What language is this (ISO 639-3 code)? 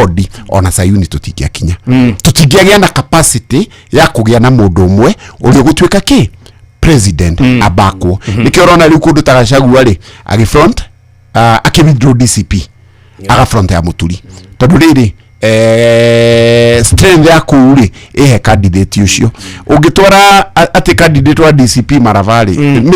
kik